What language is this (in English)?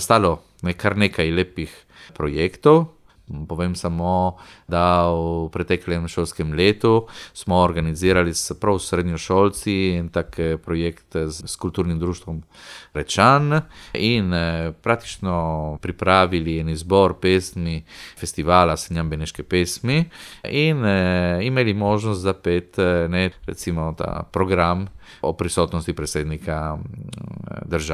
Slovenian